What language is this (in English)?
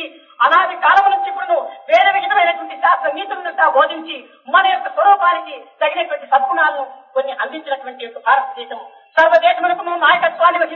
Telugu